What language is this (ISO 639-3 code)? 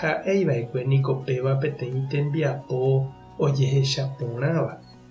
grn